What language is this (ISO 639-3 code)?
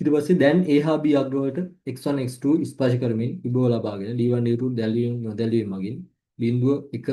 sin